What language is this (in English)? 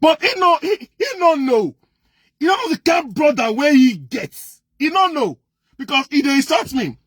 Nigerian Pidgin